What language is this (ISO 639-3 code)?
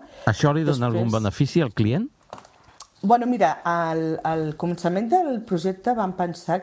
cat